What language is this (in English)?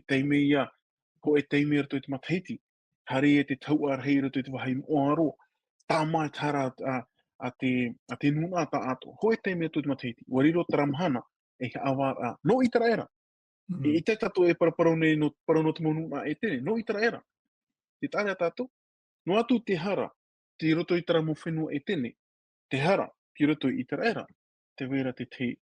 Tahitian